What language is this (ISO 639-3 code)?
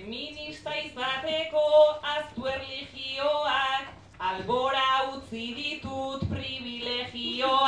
eus